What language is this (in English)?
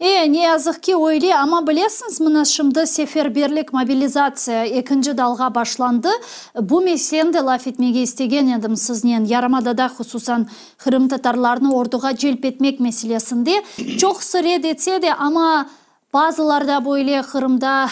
Crimean Tatar